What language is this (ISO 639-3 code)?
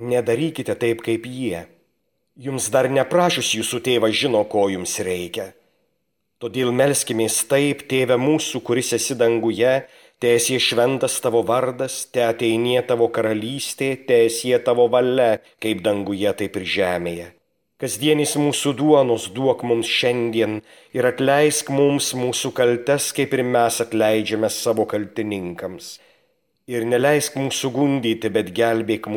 lit